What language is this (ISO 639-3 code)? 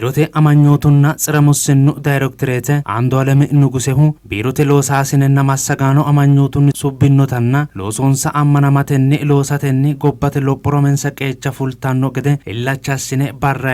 sid